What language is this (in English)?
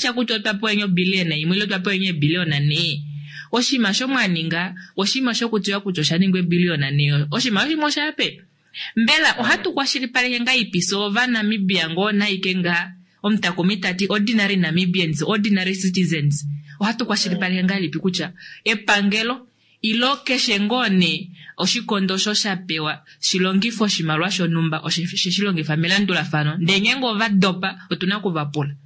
Kuanyama